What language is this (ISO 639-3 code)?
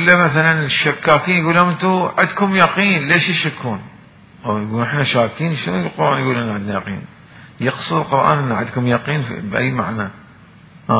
acm